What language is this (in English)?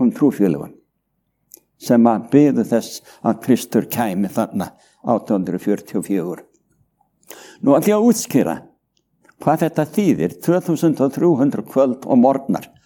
Icelandic